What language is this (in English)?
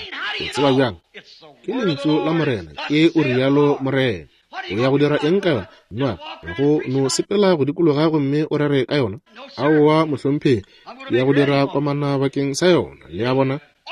Northern Sotho